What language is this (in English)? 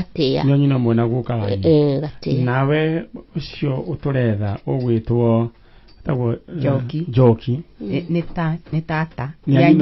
Kikuyu